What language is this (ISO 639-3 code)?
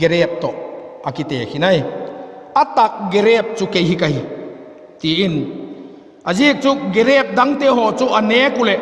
vap